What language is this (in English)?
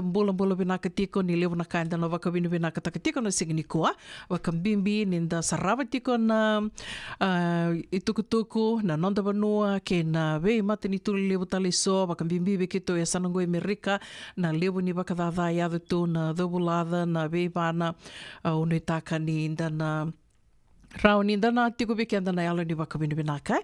Fijian